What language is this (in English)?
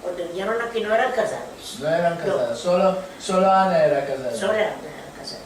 Ladino